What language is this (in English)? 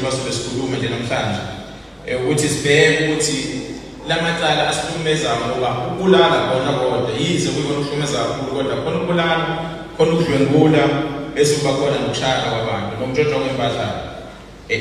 Zulu